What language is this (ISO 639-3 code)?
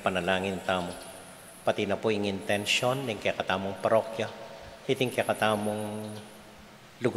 pam